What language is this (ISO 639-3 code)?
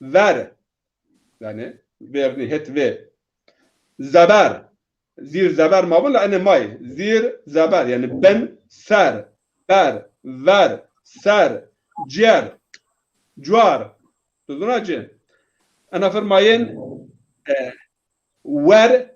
zza